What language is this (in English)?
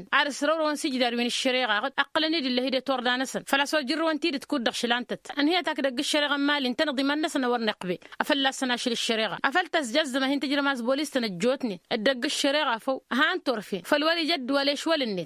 Tamasheq